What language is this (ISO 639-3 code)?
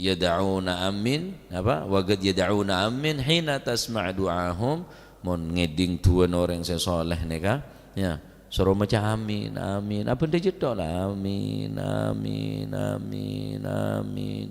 mad